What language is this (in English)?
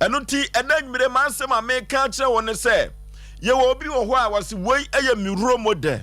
Akan